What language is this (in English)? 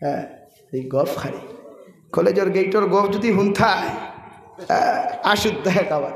Sylheti